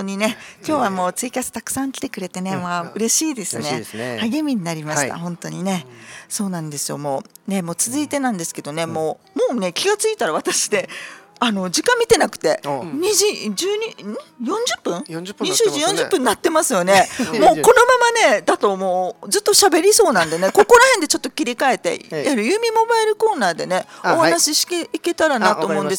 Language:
Japanese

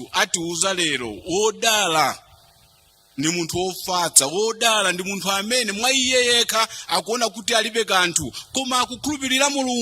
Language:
Nyanja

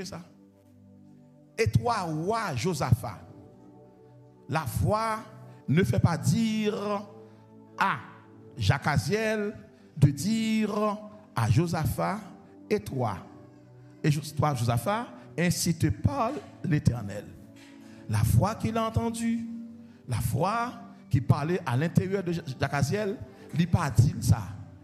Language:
French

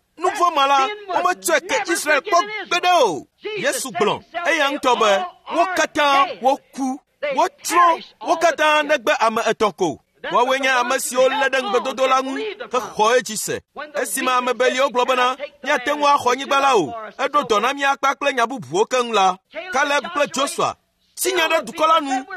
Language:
Ewe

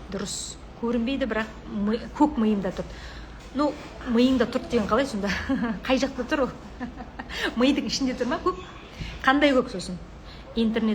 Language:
Kazakh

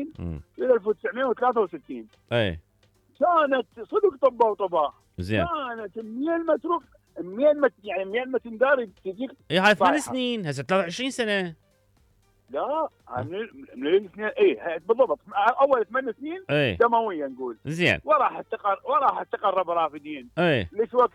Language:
Mesopotamian Arabic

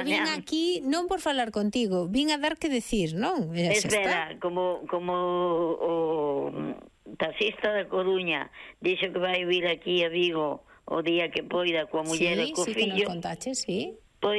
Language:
Galician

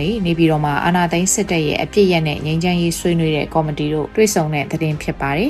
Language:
Burmese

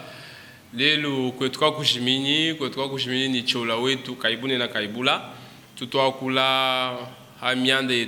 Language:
Luba-Lulua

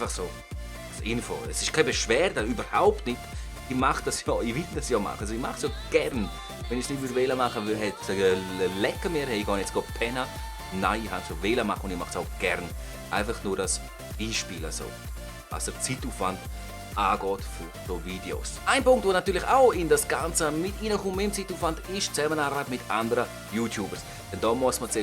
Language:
Swiss German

